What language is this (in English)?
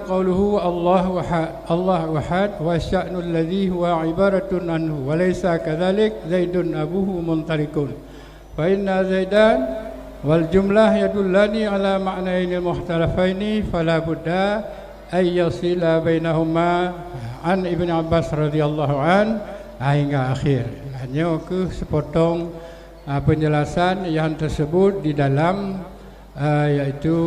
Achinese